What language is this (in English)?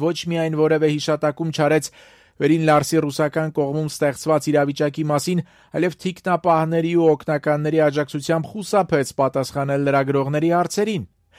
Armenian